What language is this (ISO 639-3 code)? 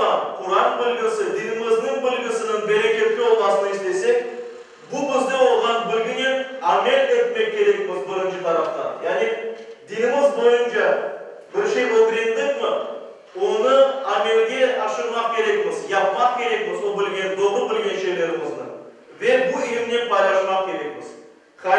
crh